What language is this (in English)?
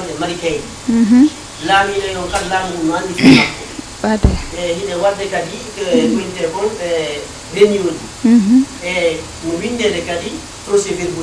Fula